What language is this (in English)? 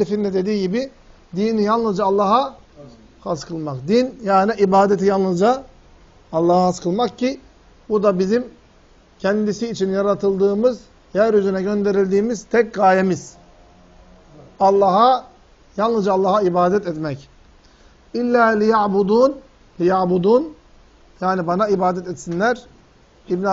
Turkish